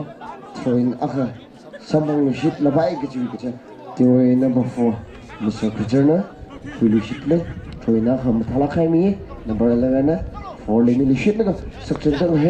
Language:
Tangkhul Naga (India)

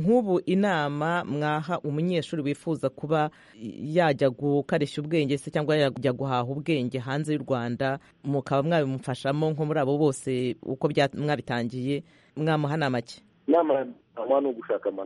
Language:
Kinyarwanda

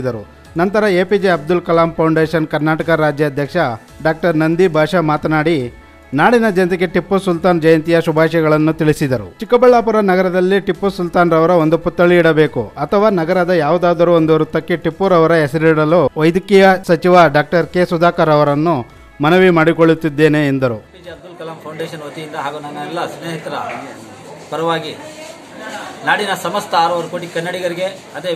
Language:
Kannada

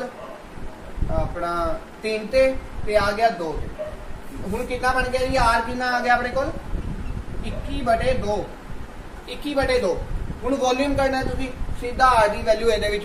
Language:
Punjabi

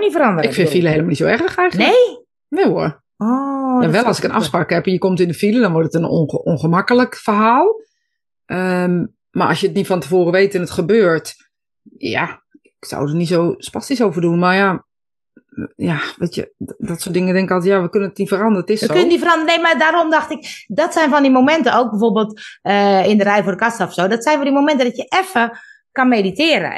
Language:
Dutch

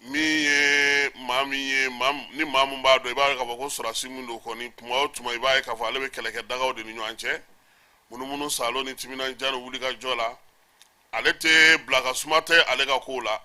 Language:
Bambara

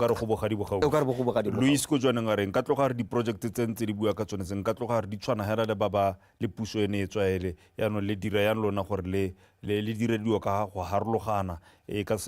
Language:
Tswana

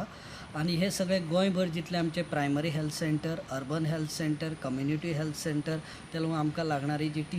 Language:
Konkani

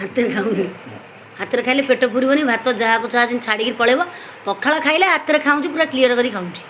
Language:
Odia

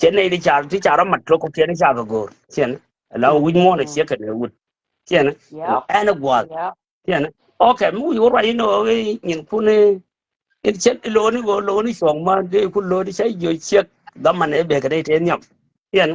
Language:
Nuer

